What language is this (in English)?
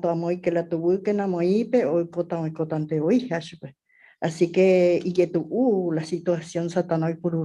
Guarani